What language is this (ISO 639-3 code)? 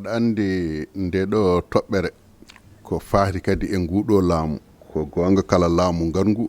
ful